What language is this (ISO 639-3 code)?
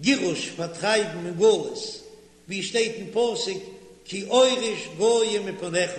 yid